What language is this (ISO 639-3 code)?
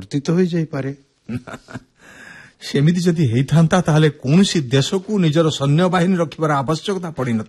ori